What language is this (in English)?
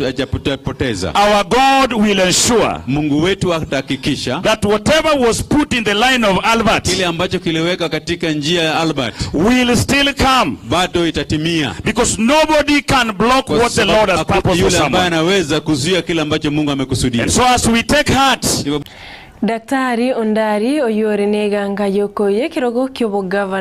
Gusii